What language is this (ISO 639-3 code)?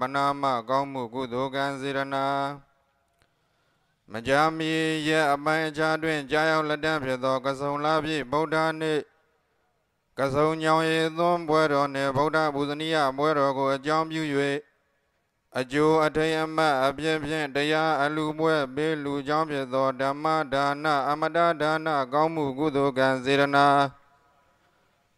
mya